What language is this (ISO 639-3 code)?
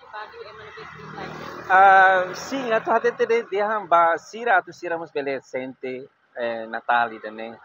tet